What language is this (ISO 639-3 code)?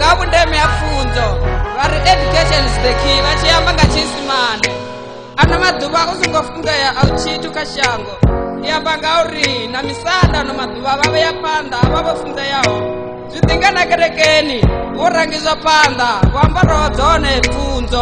ven